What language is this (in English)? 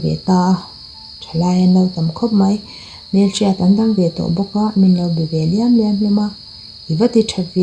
Mizo